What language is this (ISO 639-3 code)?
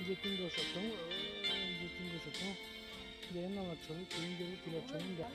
hmn